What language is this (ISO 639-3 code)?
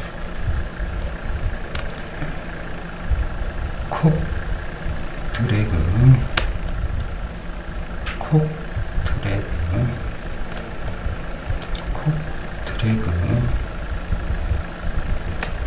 kor